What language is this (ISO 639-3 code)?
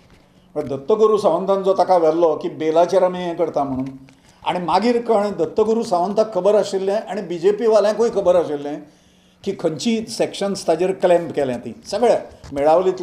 kok